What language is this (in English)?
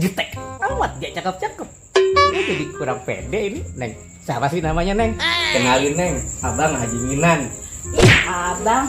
Betawi